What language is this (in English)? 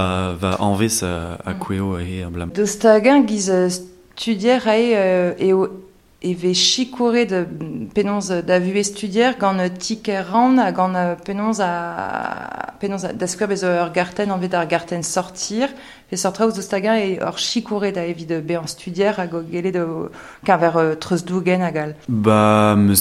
Breton